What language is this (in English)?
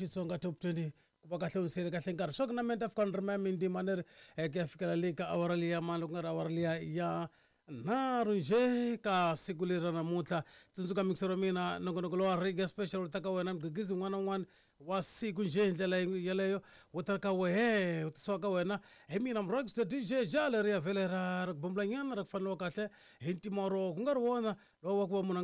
Tsonga